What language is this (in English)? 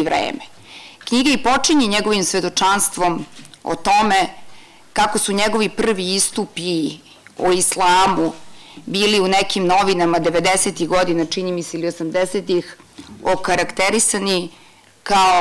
Serbian